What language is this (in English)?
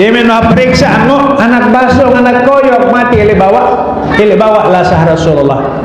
Sasak